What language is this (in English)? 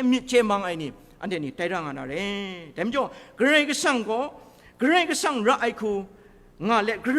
Kachin